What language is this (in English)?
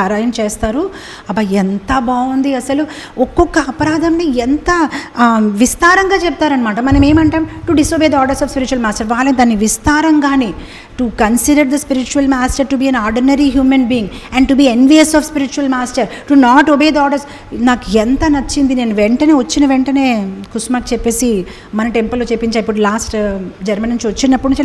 Telugu